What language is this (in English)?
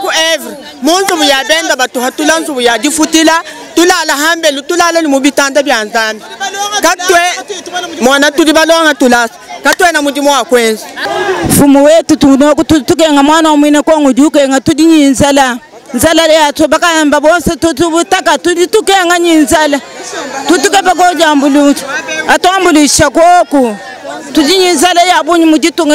Luba-Lulua